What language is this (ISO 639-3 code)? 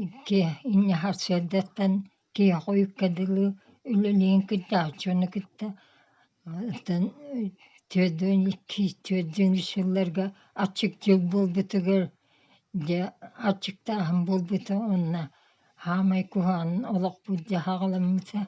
sah